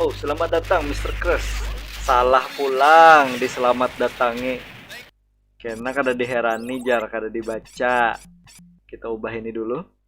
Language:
Banjar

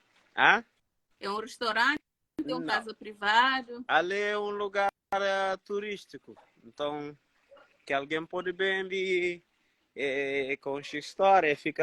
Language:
Kabuverdianu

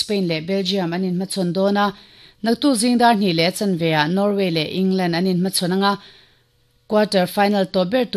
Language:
Mizo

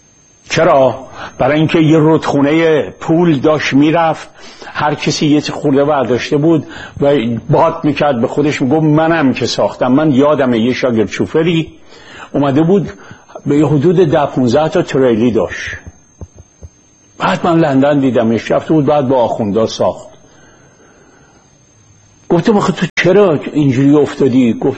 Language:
Persian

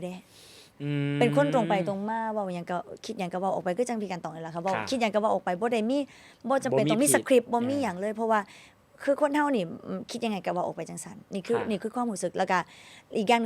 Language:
Northeastern Thai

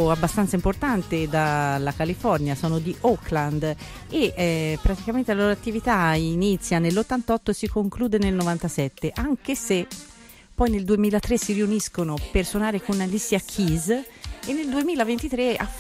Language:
Italian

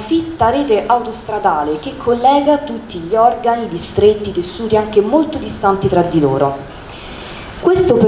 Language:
Italian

